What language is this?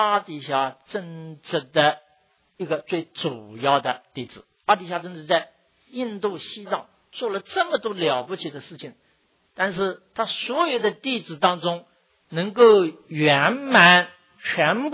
Chinese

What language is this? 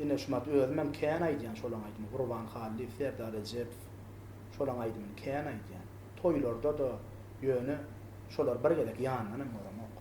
Turkmen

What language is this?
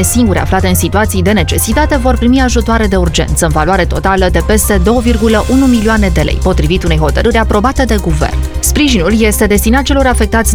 Romanian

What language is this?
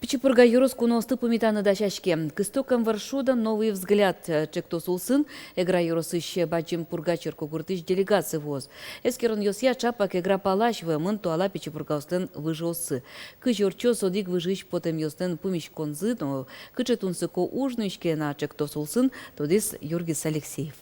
Udmurt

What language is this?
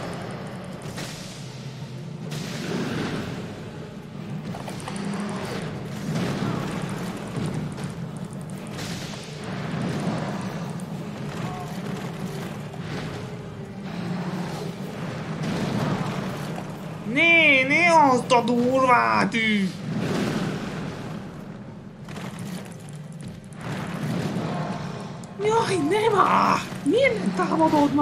Hungarian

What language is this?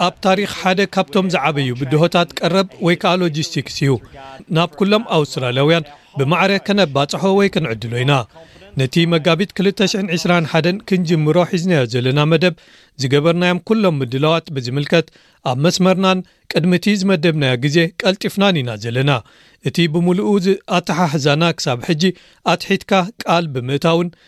Tigrinya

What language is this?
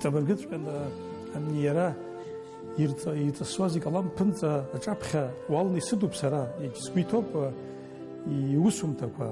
Abkhazian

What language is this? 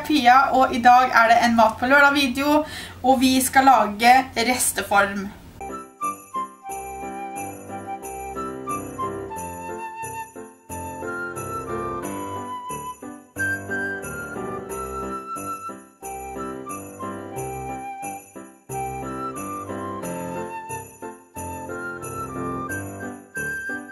Norwegian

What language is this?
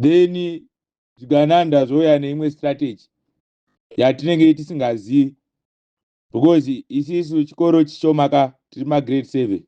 Shona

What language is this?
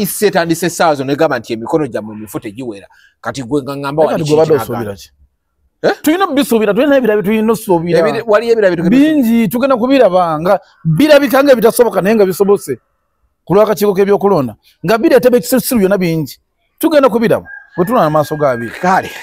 Ganda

